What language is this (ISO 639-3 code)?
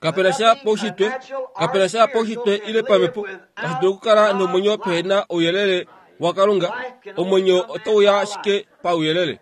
kua